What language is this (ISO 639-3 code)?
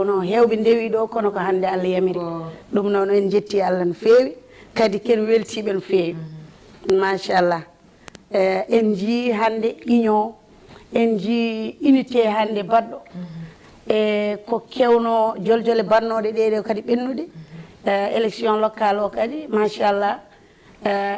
ful